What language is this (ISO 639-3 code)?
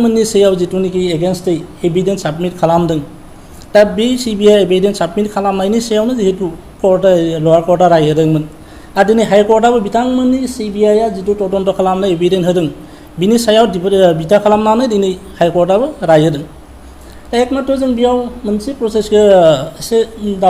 brx